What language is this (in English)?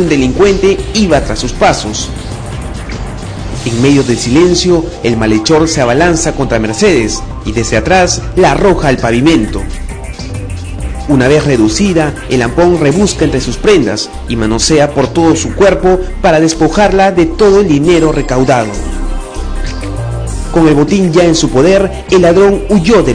Spanish